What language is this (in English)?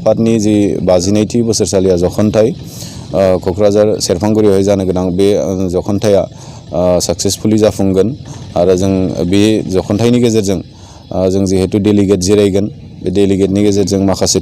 Bodo